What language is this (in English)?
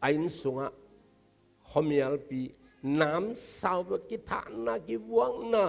Tedim Chin